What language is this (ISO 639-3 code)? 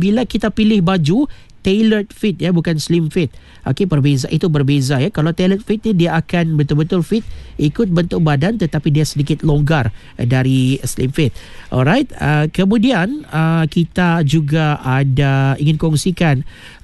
msa